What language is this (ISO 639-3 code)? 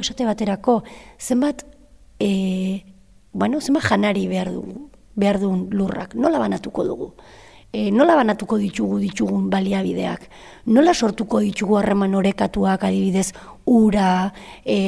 eus